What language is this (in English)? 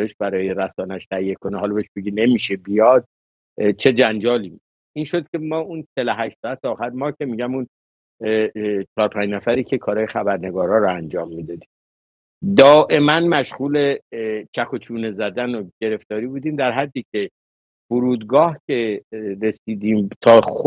Persian